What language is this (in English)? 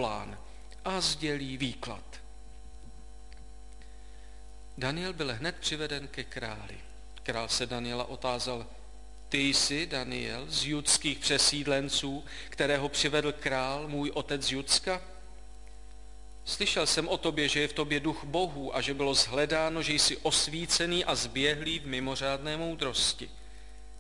Czech